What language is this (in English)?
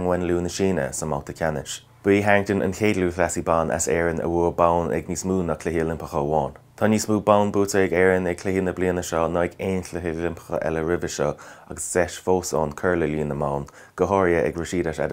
Irish